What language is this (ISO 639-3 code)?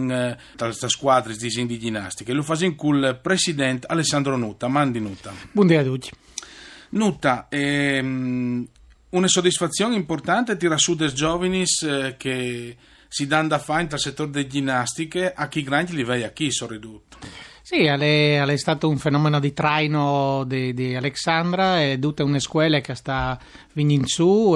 fur